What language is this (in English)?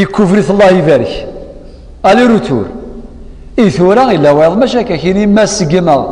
Kabyle